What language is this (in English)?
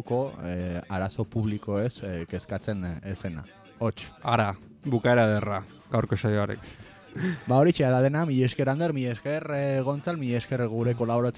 Basque